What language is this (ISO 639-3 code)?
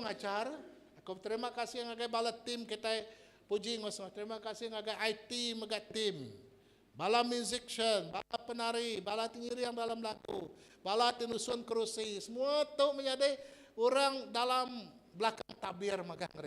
iba